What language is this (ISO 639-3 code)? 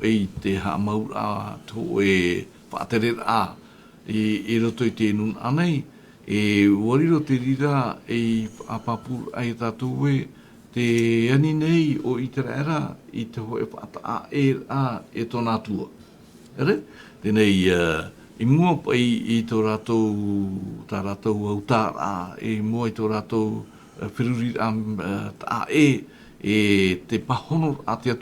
tah